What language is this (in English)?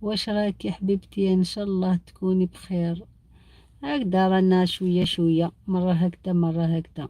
Algerian Arabic